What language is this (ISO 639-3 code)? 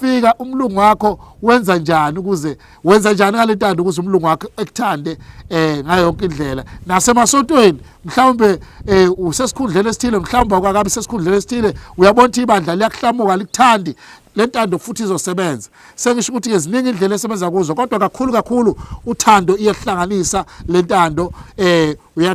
zul